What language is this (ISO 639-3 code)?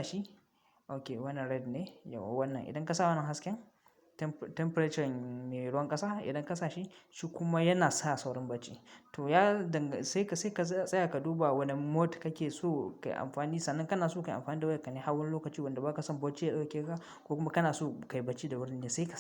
hau